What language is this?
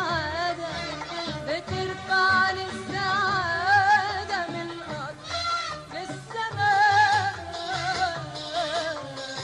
Egyptian Arabic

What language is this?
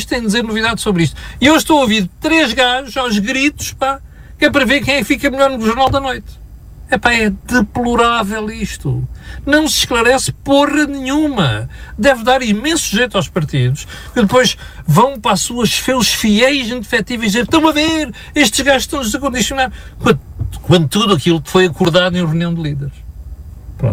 Portuguese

